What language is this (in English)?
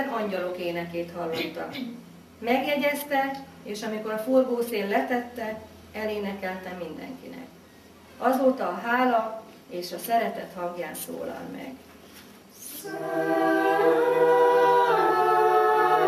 Hungarian